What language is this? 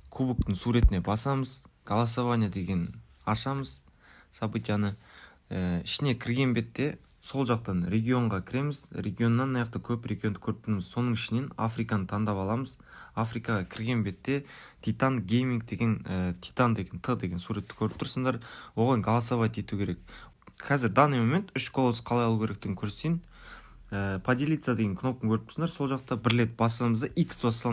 Kara-Kalpak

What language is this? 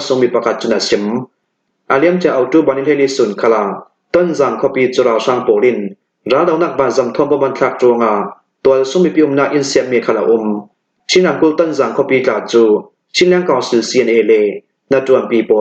Hakha Chin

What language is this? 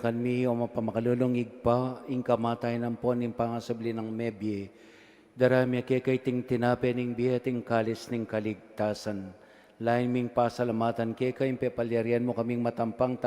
Pampanga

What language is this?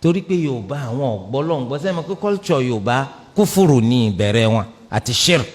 Yoruba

